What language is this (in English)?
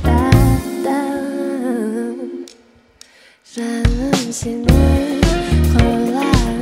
Kazakh